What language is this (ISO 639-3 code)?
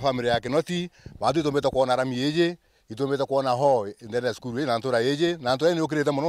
mer